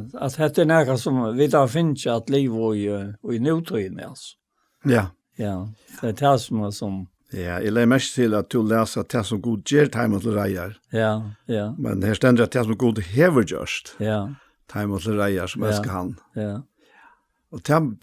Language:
Faroese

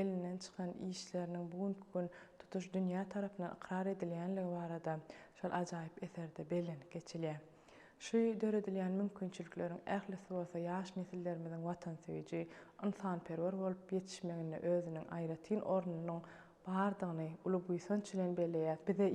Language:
Turkmen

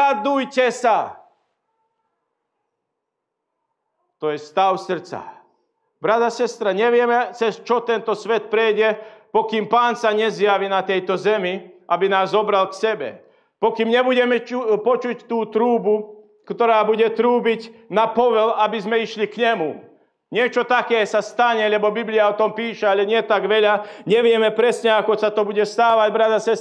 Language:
Slovak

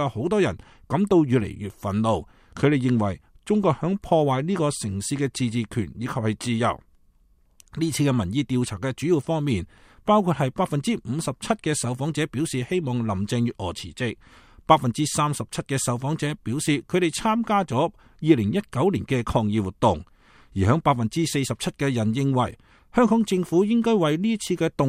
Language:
Cantonese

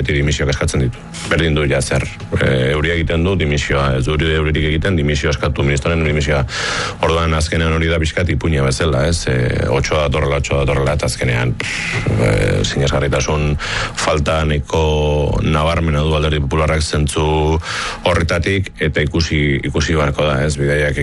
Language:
Basque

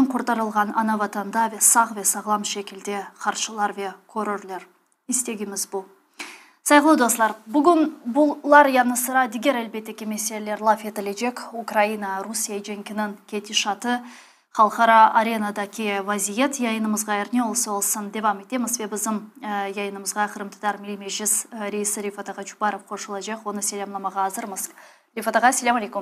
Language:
Crimean Tatar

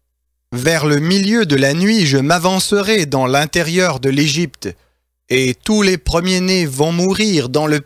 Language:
French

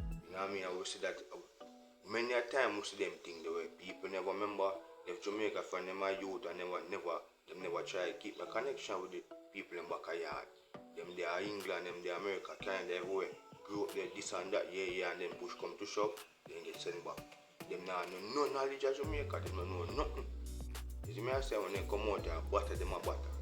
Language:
Jamaican Creole English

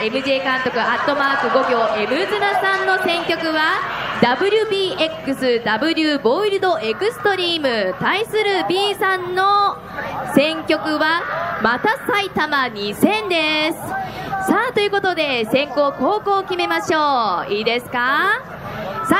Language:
Japanese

